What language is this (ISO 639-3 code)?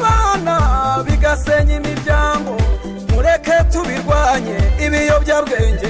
kin